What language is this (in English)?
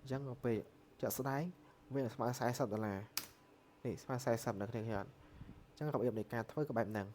Khmer